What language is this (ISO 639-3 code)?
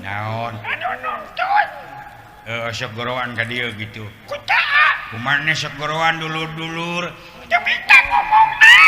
sun